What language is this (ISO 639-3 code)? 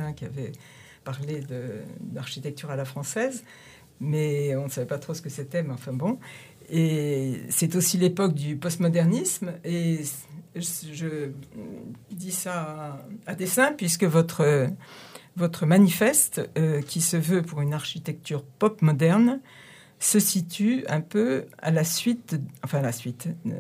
fra